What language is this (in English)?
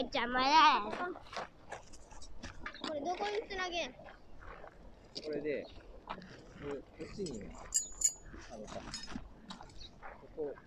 Japanese